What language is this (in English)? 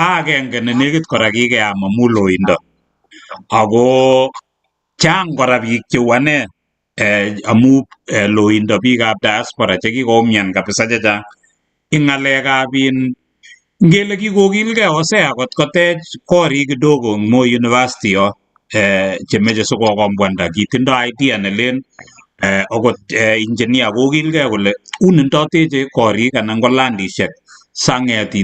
Kalenjin